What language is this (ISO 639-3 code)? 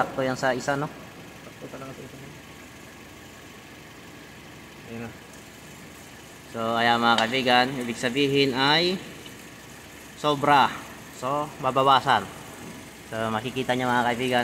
fil